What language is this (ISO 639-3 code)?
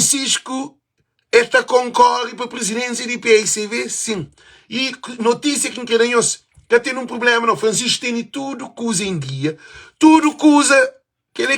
kea